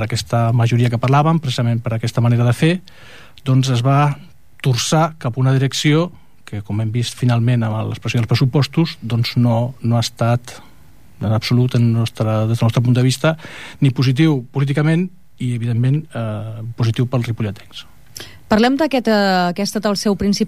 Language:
Catalan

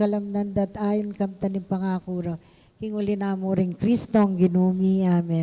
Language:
Pampanga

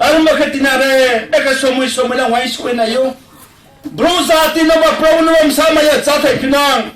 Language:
Riang (India)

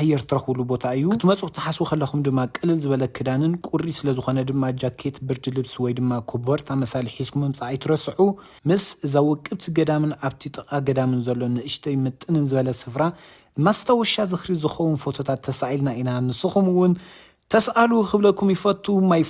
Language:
Tigrinya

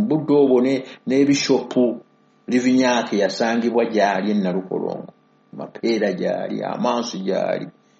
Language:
Ganda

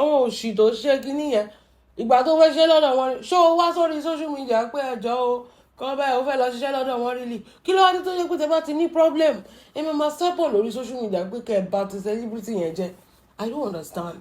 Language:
Yoruba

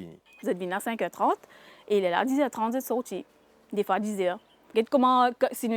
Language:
Morisyen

